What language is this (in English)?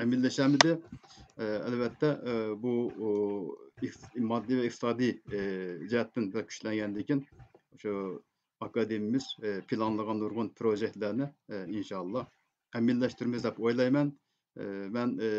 Uyghur